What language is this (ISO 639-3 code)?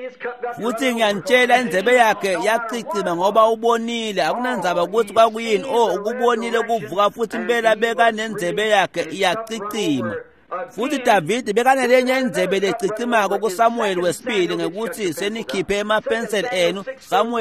ssw